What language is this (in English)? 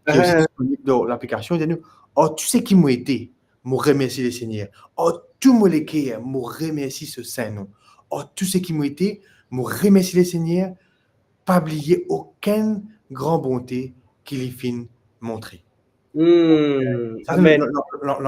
Morisyen